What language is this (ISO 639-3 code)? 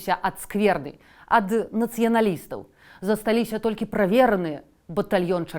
bel